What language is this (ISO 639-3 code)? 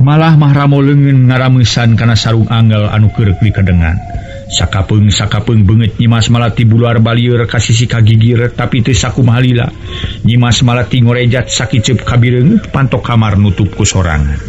sun